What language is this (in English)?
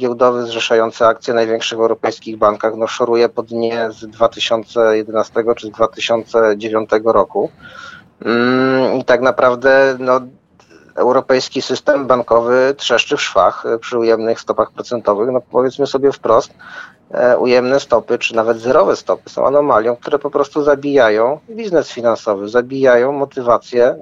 Polish